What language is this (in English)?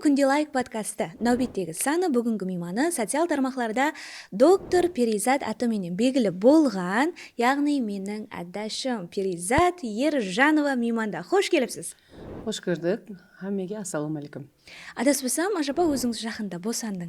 Kara-Kalpak